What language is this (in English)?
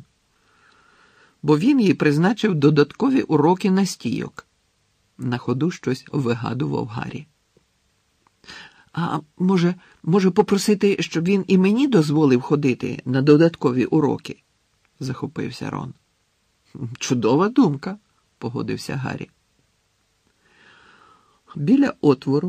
Ukrainian